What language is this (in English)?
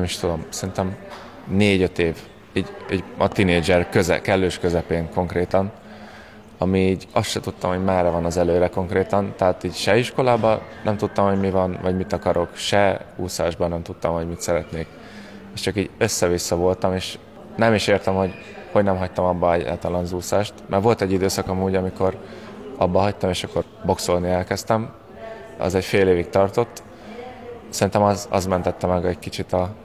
Hungarian